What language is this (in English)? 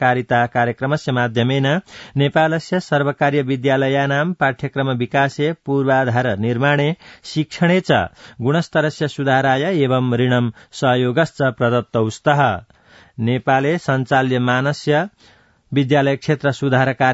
Sanskrit